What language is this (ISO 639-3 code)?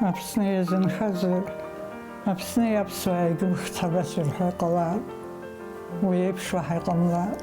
abk